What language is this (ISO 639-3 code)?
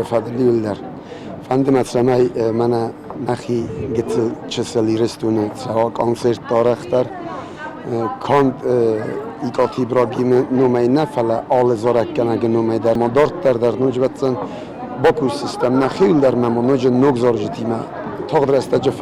oss